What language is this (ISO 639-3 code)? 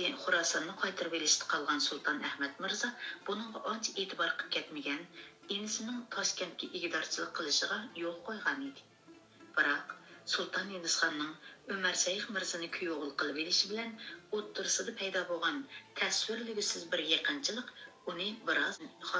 uig